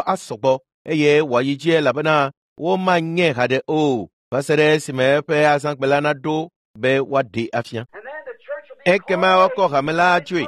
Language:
Ewe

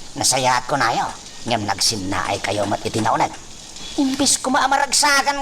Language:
Iloko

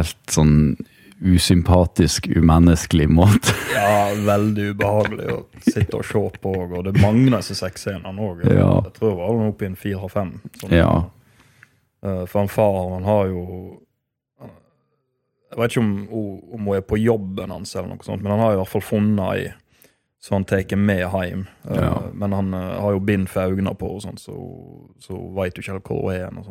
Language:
Norwegian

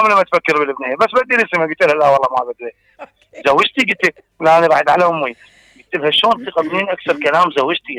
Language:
Mesopotamian Arabic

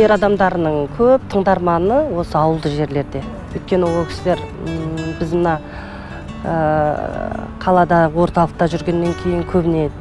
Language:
Kazakh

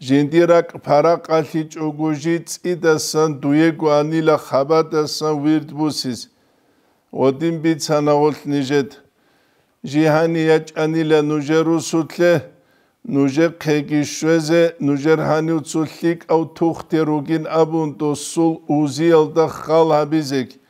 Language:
Avaric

